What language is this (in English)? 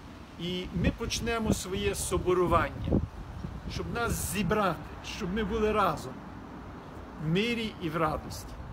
Ukrainian